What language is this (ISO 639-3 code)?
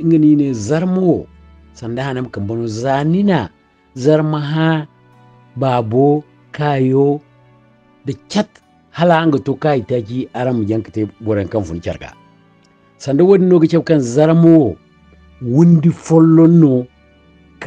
dje